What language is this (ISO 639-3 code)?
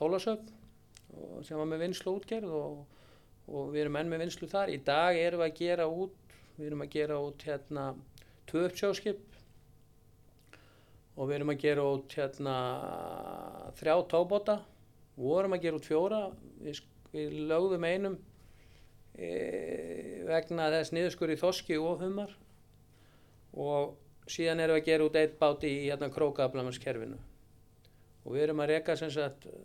isl